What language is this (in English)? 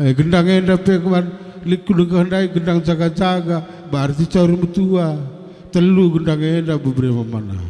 Batak Karo